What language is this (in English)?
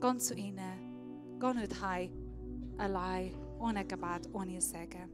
Swiss German